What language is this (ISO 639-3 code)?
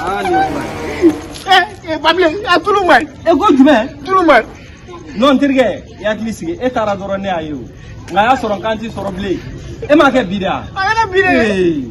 bam